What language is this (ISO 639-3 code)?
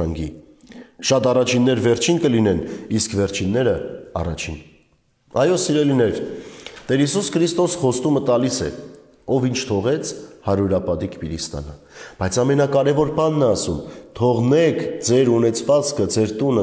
hye